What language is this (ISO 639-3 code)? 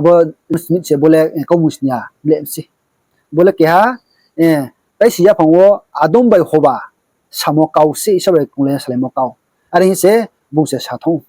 ria